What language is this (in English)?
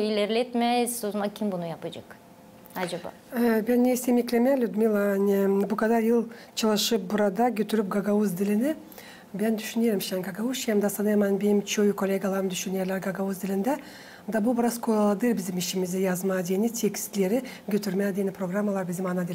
Gagauz